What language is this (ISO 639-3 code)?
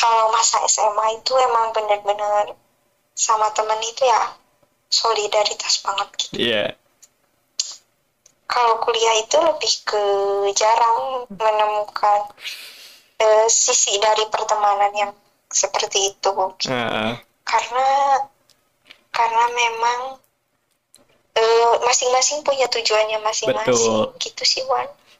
ind